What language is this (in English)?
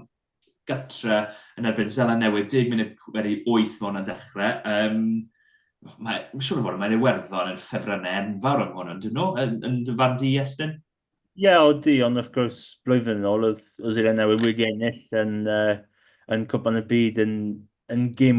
Welsh